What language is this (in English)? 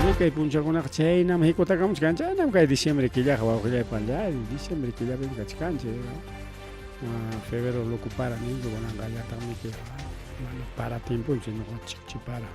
Ayacucho Quechua